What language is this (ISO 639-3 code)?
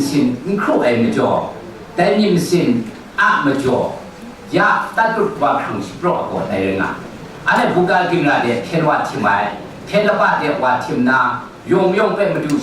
kac